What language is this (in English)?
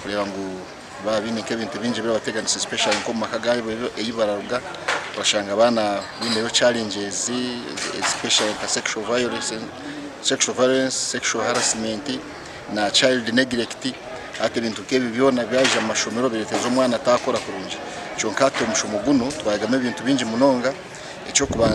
Nyankole